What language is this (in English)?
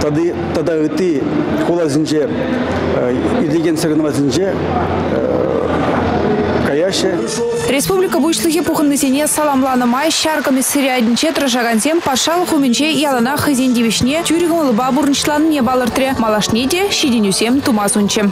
Chuvash